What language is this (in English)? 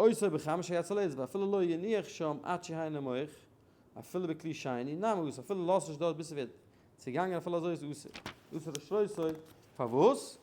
Yiddish